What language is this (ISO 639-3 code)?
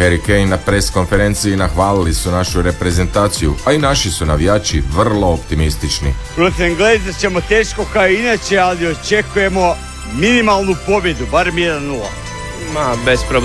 hrv